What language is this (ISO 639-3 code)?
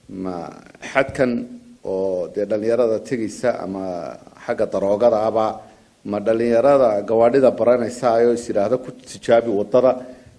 som